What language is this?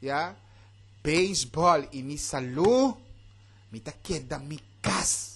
Papiamento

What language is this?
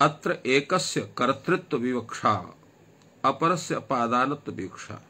Sanskrit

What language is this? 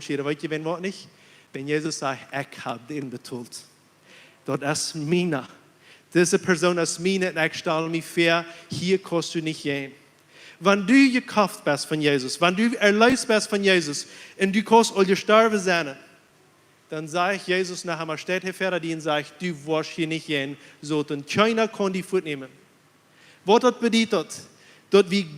Plautdietsch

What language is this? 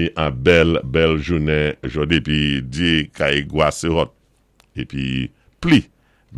Saint Lucian Creole French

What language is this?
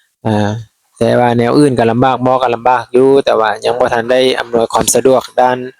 Lao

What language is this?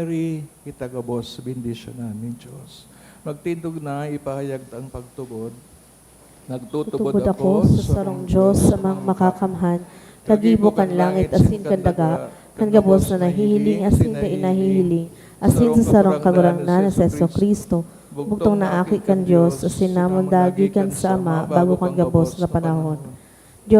Bikol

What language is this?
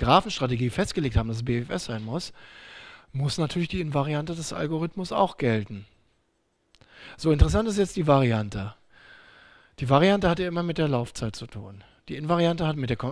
German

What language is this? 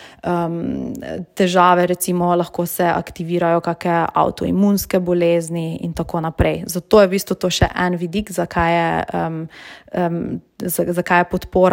Slovenian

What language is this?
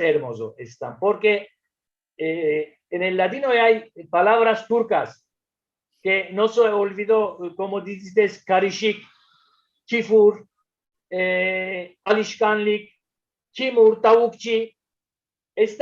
Ladino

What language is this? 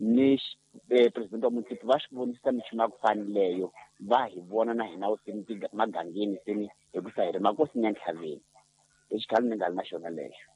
Tsonga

